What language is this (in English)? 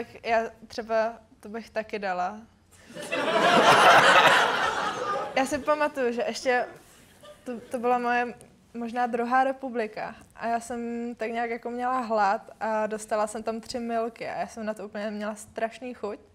Czech